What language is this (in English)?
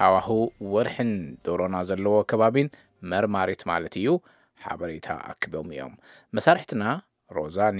Tigrinya